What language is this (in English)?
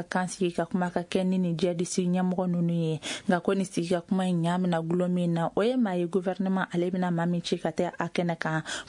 Bambara